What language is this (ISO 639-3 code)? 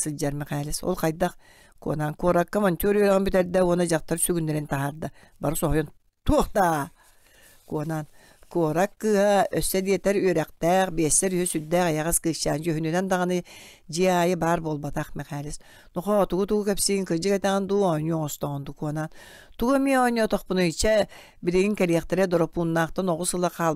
sah